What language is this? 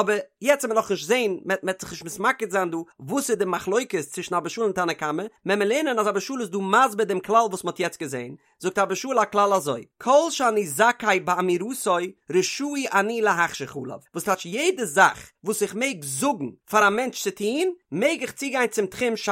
Yiddish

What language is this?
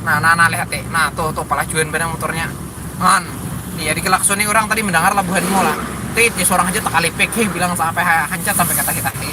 Banjar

